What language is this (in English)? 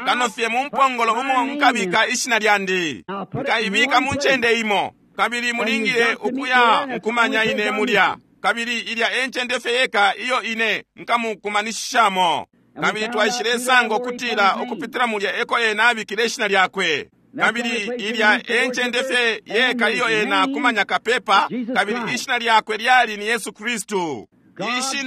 Bemba